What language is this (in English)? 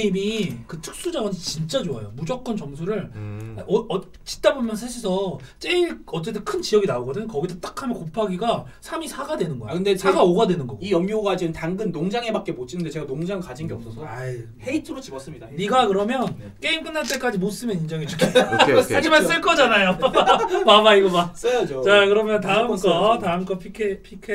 Korean